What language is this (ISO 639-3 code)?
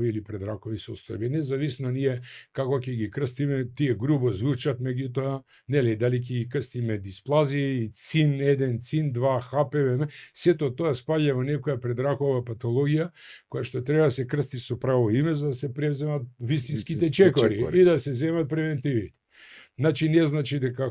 mkd